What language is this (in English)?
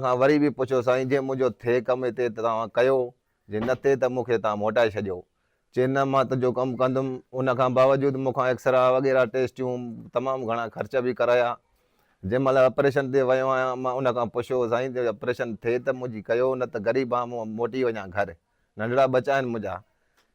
Sindhi